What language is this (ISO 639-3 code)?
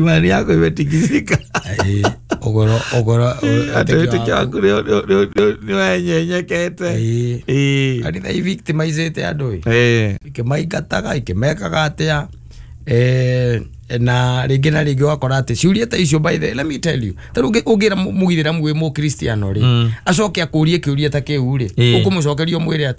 kik